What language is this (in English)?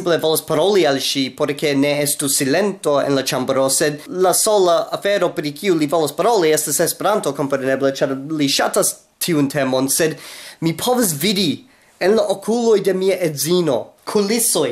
Esperanto